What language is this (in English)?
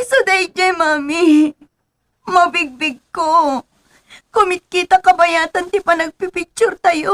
Iloko